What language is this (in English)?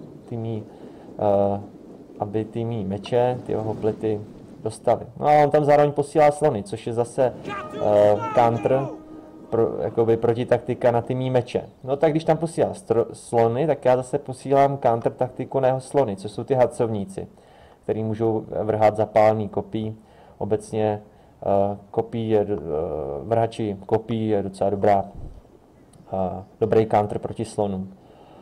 Czech